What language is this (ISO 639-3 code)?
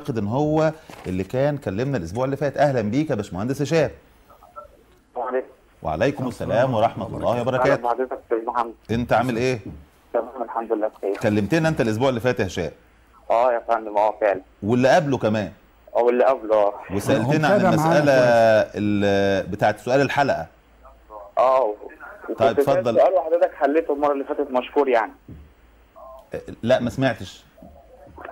arz